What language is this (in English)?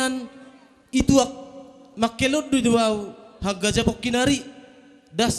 Batak Simalungun